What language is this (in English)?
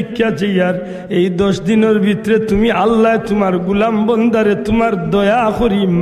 Sylheti